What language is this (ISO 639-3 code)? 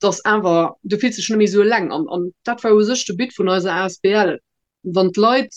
ltz